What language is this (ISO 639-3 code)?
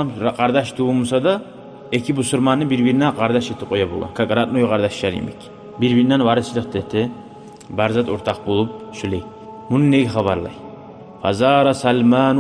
kum